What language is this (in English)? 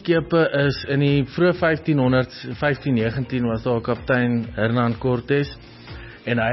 Afrikaans